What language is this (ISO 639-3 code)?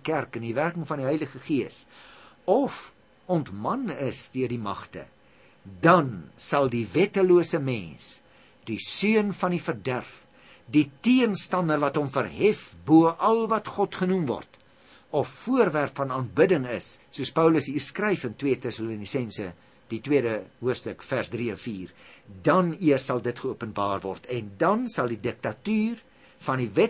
afr